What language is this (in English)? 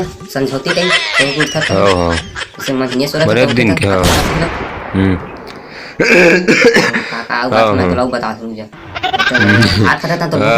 Chhattisgarhi